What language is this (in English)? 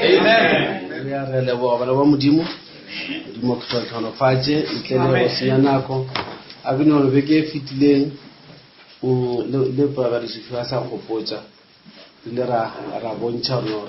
Northern Sotho